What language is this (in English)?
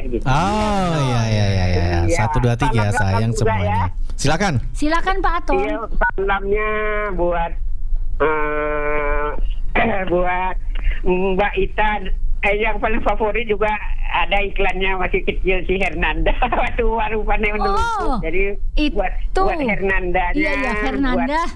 Indonesian